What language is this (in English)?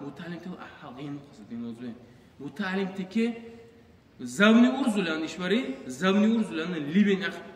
Dargwa